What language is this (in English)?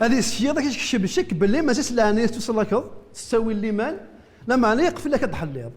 Kabyle